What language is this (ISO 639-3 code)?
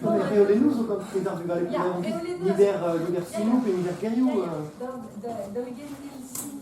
bre